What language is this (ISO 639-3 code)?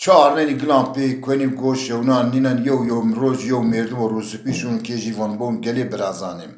zza